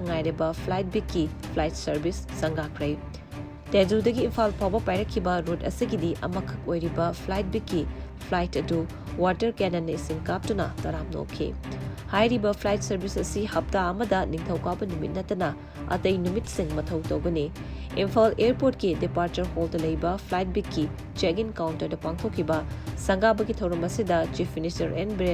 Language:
Manipuri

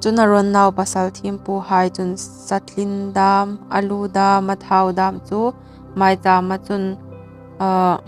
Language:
Hmar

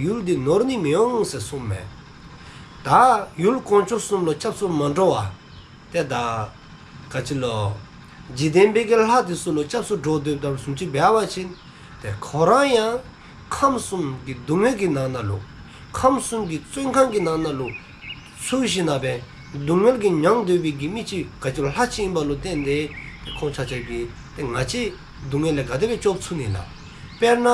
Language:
Dzongkha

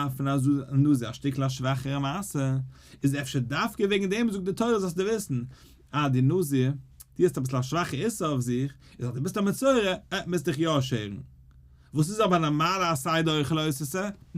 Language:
Yiddish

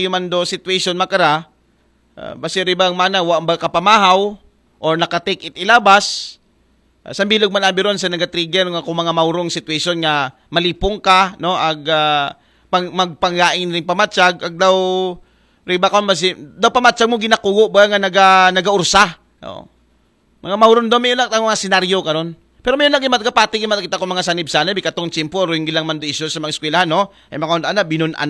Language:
Aklanon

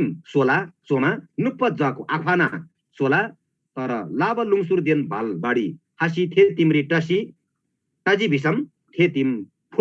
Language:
Eastern Tamang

